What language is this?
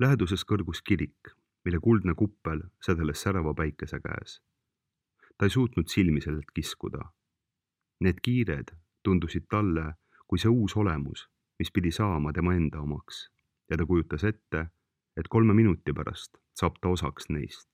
Estonian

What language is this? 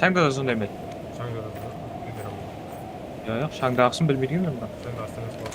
Kara-Kalpak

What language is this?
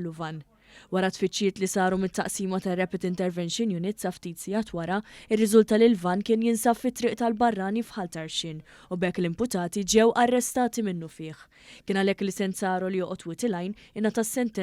Maltese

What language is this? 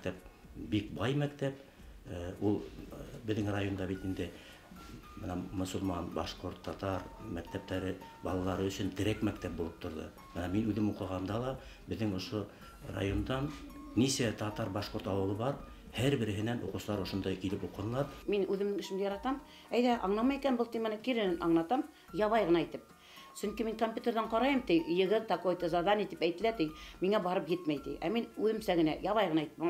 Bashkir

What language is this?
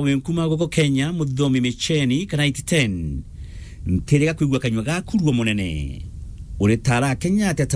Meru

